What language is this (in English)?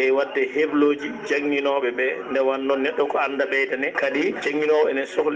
Fula